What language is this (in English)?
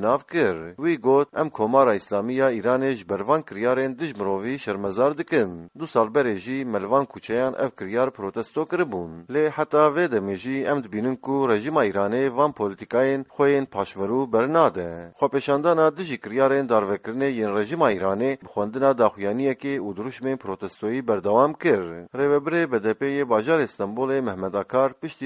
Kurdish